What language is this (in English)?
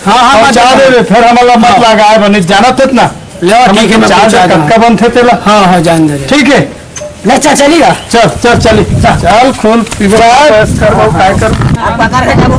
Chhattisgarhi